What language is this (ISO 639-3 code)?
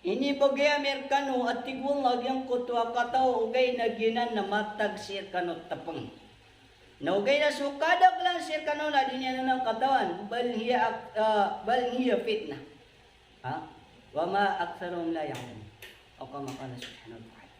mrw